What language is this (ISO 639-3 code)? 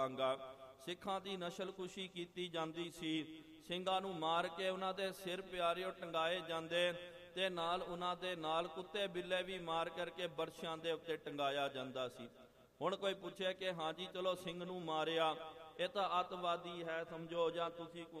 pan